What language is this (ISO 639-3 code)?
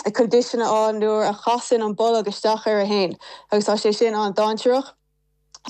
gle